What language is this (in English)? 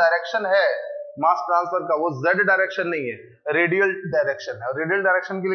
Hindi